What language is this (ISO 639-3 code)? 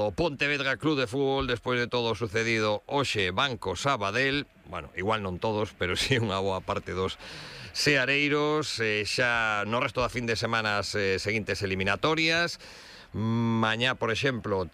glg